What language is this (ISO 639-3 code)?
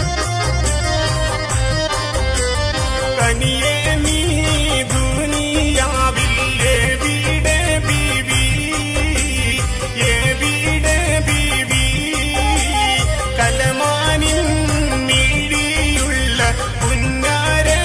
mal